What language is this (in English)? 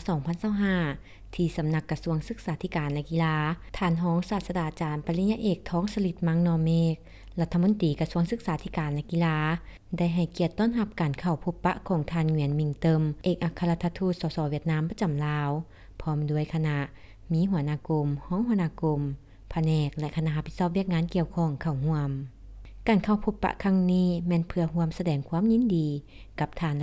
Lao